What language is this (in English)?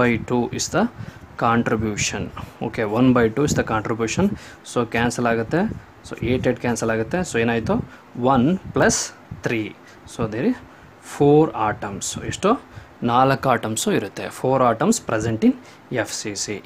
Kannada